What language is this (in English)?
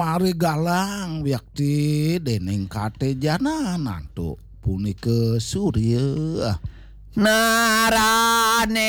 Balinese